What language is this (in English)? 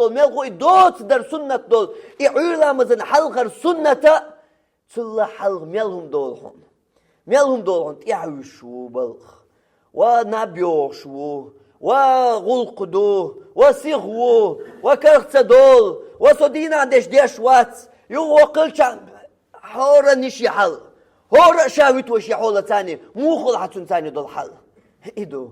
Chechen